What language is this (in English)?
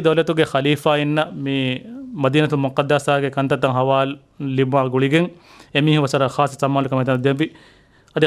Divehi